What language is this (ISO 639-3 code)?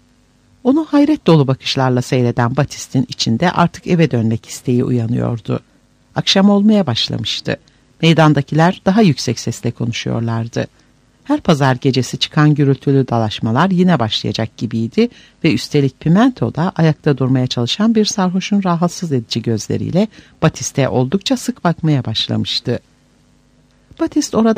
tur